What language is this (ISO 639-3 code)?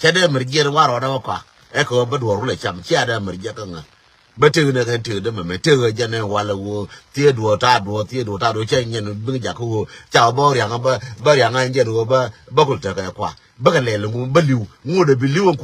nus